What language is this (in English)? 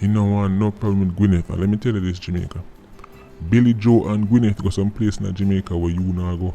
Jamaican Creole English